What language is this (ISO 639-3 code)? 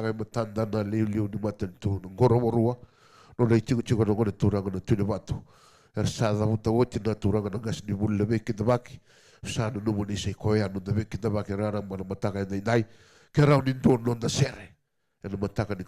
fij